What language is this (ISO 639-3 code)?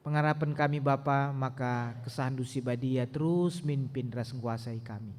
btx